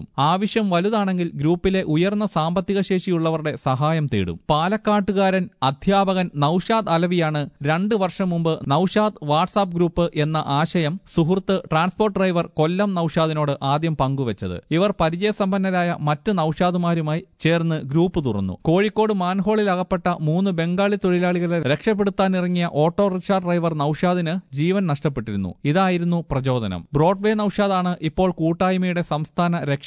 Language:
Malayalam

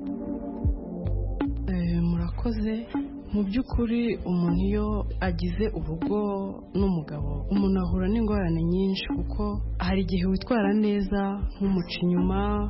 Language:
Kinyarwanda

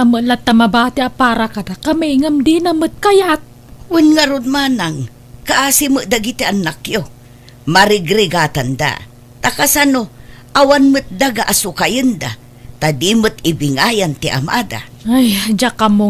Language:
Iloko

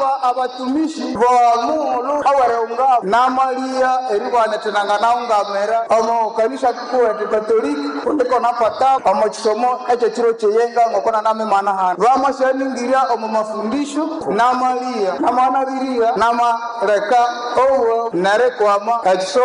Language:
Nande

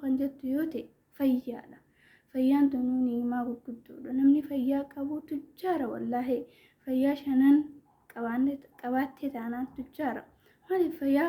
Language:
Oromo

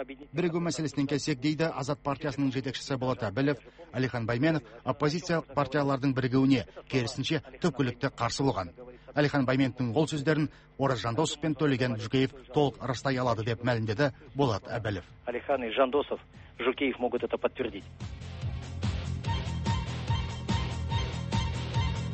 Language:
Kazakh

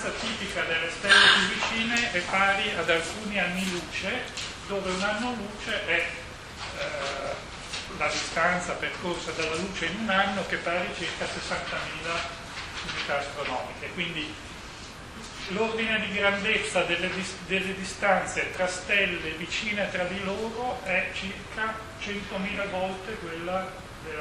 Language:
Italian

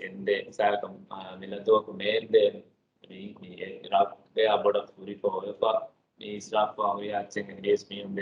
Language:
Divehi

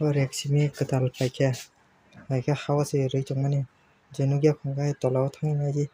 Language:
Kok Borok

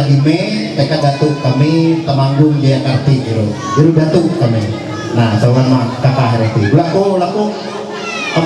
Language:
Ma'anyan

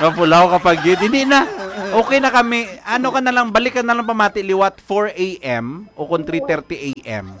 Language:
Hiligaynon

